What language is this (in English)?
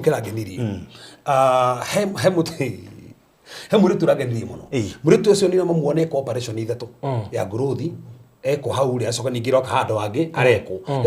Kikuyu